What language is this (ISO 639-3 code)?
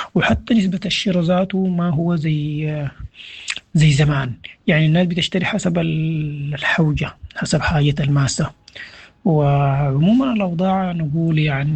apd